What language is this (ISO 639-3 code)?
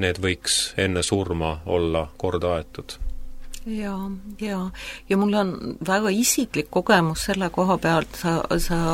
est